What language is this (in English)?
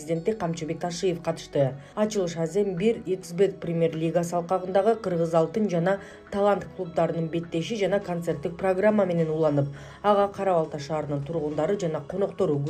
Kyrgyz